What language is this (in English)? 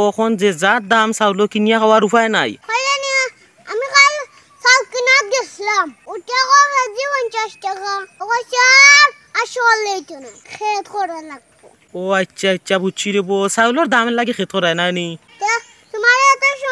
Sylheti